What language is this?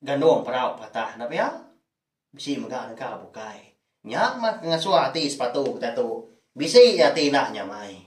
Iban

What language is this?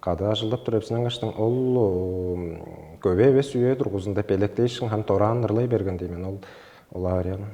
Tuvinian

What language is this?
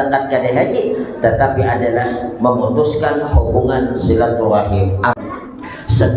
Banjar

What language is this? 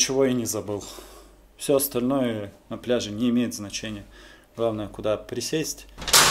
Russian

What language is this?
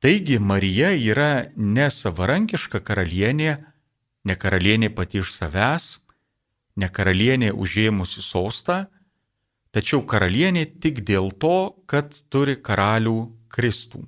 Lithuanian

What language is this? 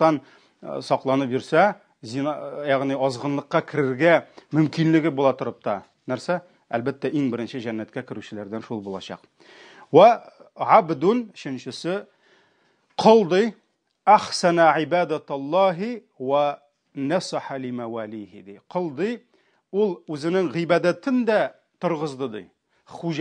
Tatar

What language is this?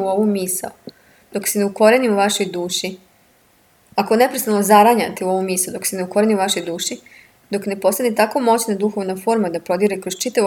Serbian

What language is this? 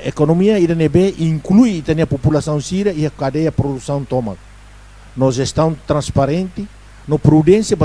Tetum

